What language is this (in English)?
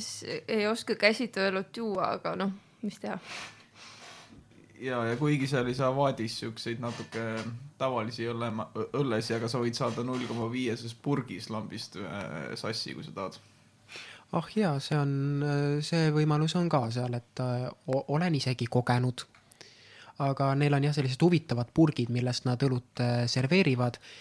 Estonian